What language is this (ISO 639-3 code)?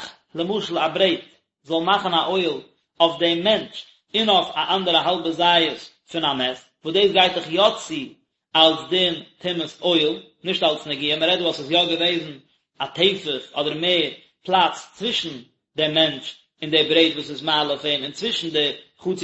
yid